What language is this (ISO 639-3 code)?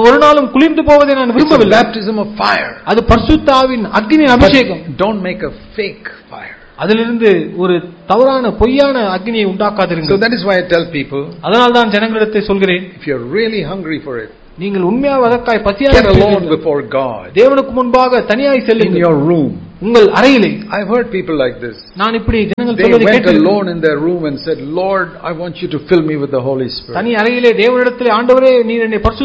tam